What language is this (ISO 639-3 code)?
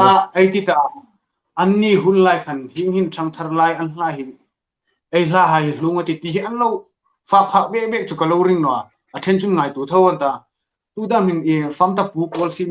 hmr